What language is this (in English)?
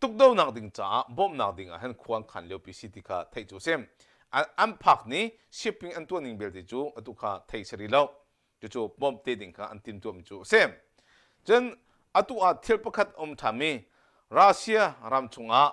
Hakha Chin